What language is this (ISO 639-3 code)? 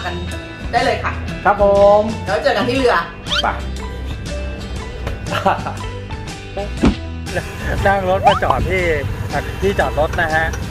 tha